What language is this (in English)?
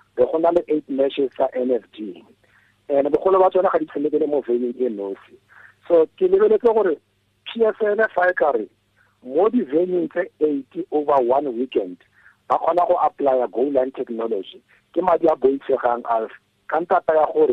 Tswana